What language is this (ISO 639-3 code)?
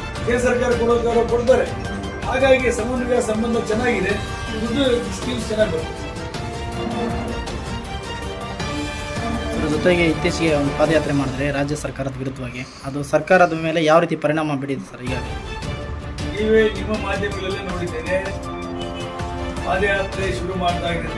kan